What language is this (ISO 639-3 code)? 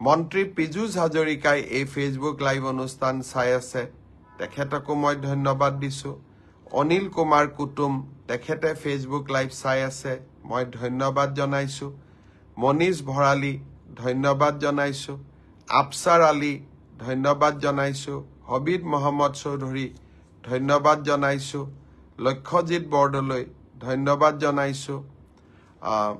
asm